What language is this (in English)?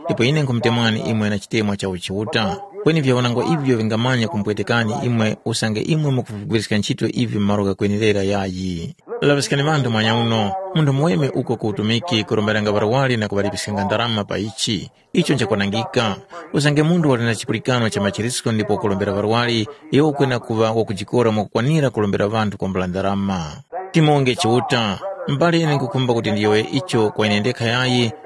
Tumbuka